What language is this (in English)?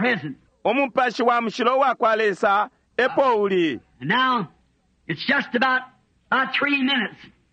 Bemba